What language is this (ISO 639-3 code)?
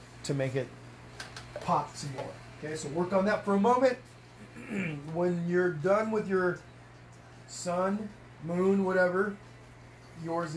eng